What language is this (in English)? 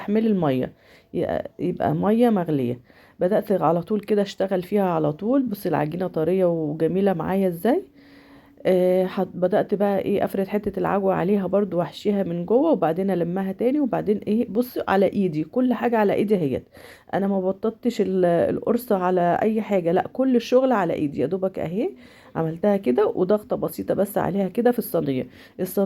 Egyptian Arabic